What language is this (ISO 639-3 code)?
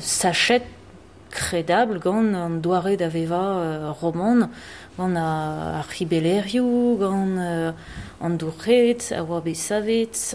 bre